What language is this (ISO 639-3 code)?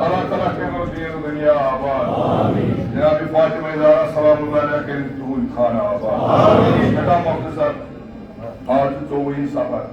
kas